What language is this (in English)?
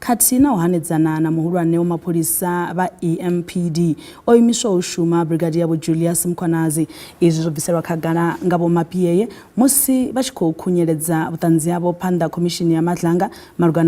Venda